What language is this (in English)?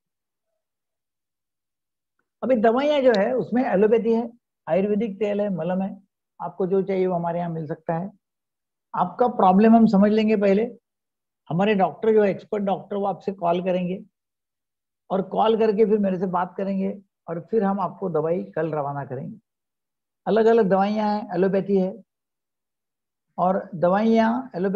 Hindi